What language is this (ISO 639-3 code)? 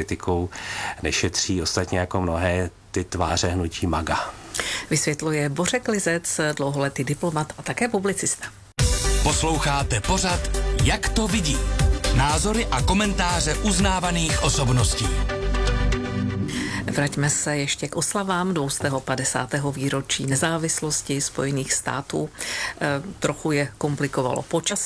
ces